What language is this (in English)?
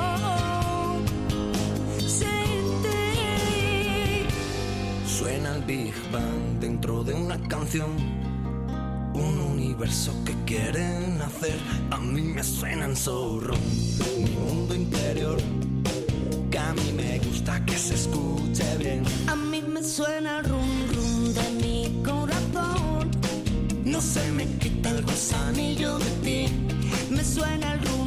Spanish